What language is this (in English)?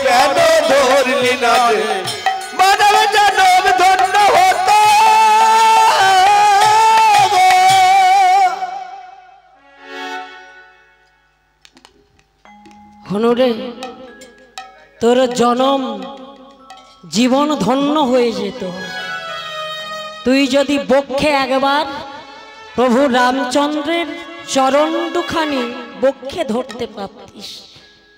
Bangla